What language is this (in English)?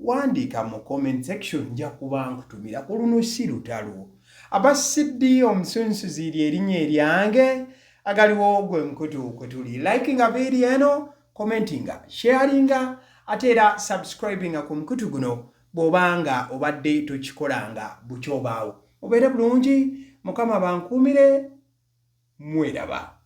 Ganda